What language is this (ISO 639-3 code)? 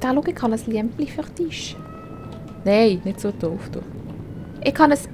gsw